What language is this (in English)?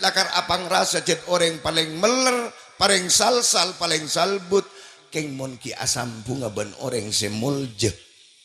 Madurese